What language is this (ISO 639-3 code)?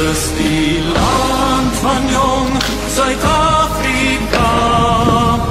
afr